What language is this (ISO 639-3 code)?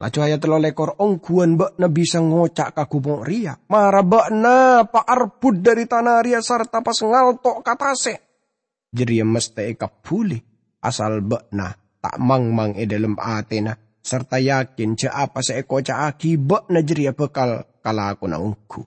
mad